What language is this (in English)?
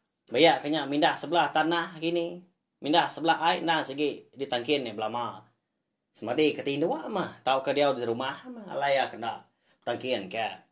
Iban